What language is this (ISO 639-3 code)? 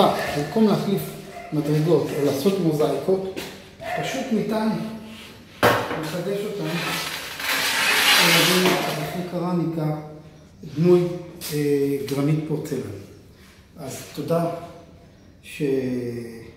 heb